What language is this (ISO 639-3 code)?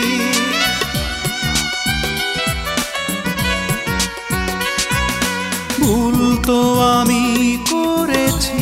ben